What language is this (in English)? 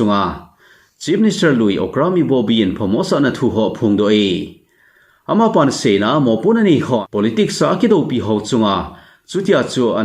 Thado Chin